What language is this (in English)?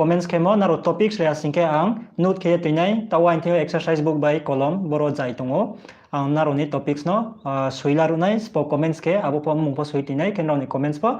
Riang (India)